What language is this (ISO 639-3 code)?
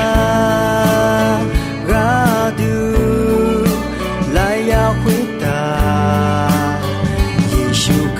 ahk